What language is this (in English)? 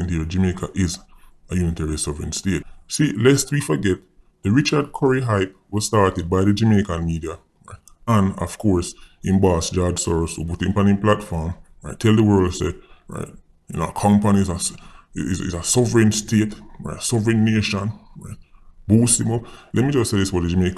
Jamaican Creole English